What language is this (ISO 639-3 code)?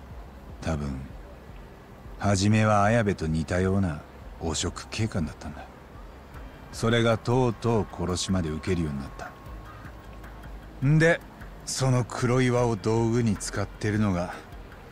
jpn